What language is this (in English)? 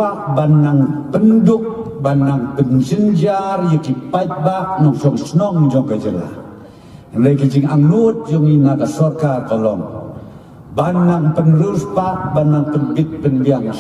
Khasi